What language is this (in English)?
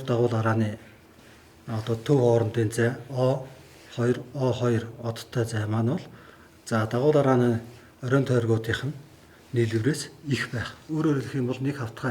Mongolian